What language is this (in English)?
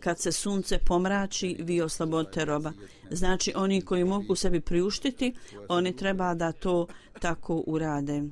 Bosnian